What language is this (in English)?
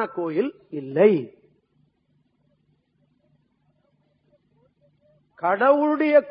Tamil